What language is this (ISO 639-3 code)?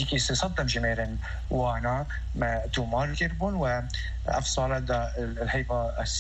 kur